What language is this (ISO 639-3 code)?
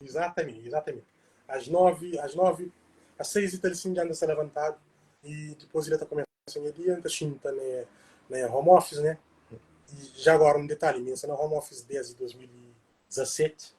kea